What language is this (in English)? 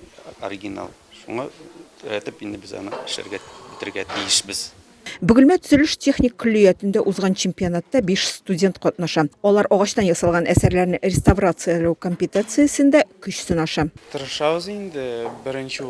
Tatar